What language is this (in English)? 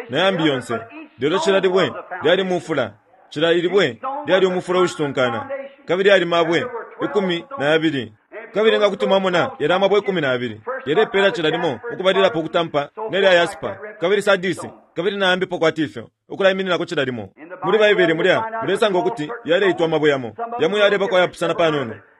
Bemba